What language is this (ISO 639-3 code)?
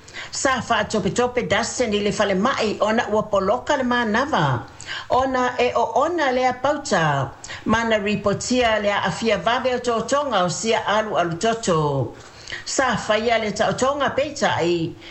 smo